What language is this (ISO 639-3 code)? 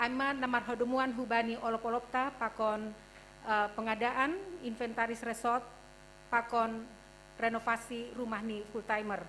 bts